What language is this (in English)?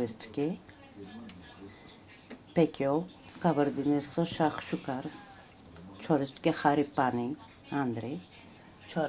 Bulgarian